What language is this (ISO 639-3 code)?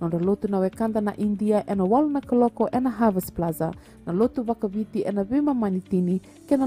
fij